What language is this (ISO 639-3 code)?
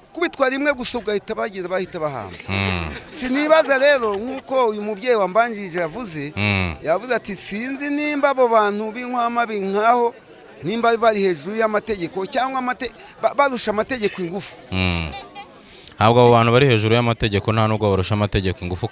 kin